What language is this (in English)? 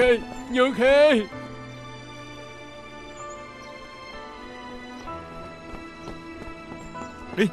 Vietnamese